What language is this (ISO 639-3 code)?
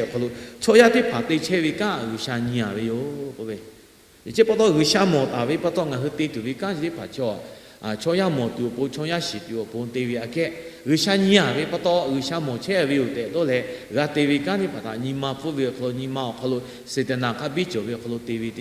lhu